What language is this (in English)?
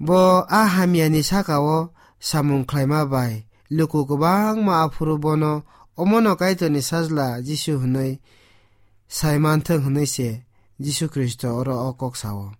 Kok Borok